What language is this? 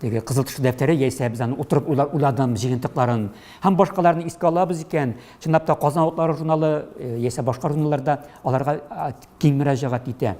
Tatar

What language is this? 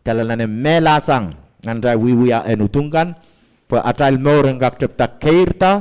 Pohnpeian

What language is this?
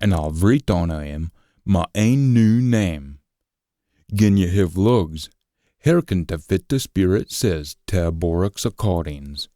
Scots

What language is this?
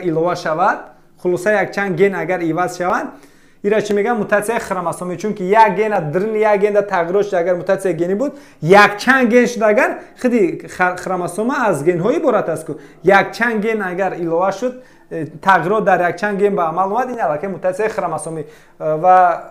Tajik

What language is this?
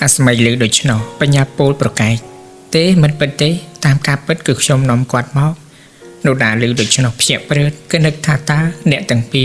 Khmer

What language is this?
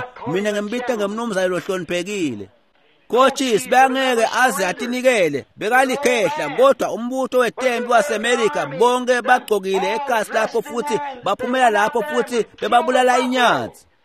Swati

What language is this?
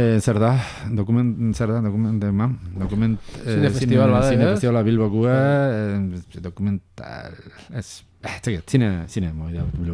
Basque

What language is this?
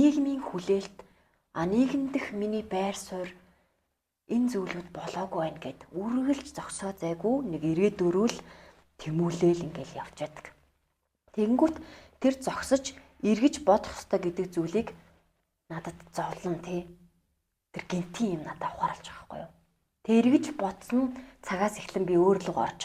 Mongolian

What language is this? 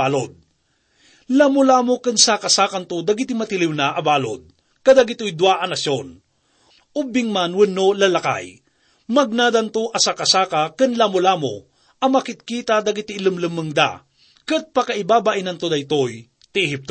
Iloko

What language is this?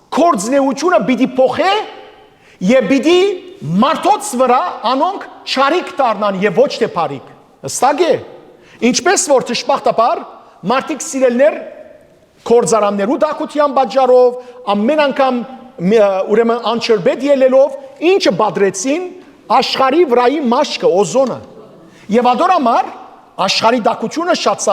Western Armenian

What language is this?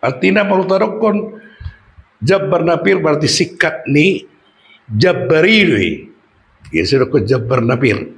Batak Toba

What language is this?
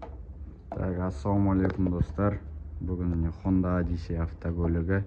Kazakh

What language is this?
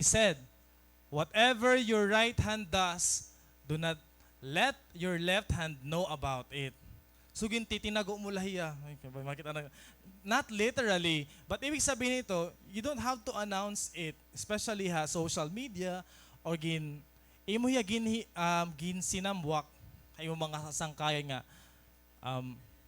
Waray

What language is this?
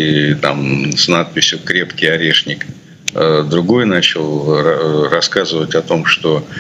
Russian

